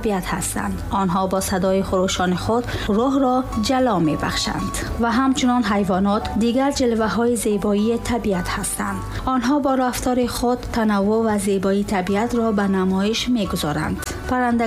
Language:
Persian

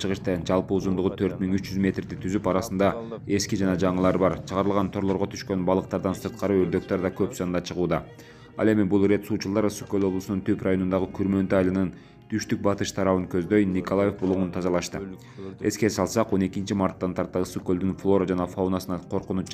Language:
Kyrgyz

